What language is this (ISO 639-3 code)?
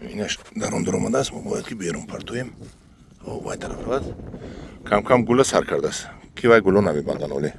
tgk